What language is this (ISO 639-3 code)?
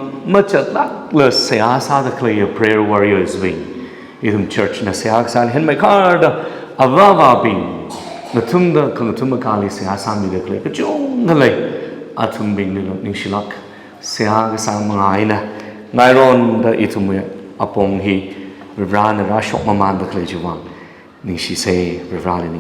nmf